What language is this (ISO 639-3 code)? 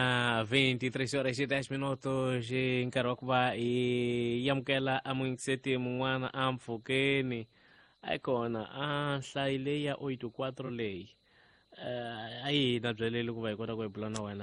tso